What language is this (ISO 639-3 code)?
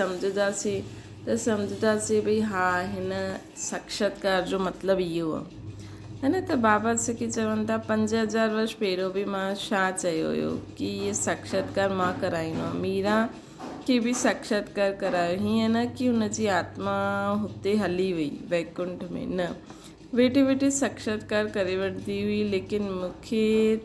snd